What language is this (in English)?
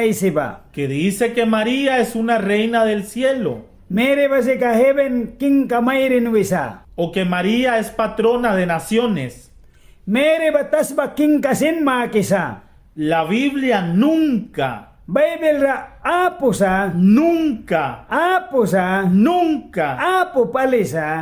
Mískito